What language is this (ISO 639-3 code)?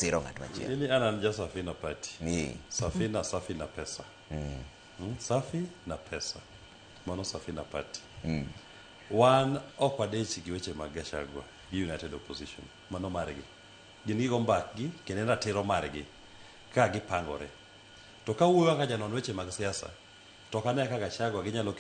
luo